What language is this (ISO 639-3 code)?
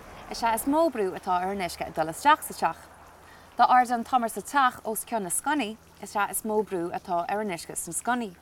gle